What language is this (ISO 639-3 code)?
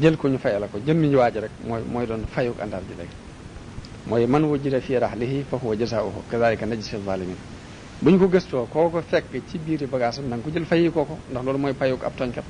wol